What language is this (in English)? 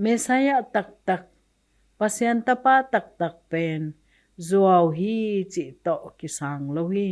Tedim Chin